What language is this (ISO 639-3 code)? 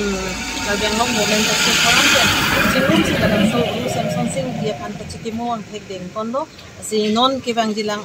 mjw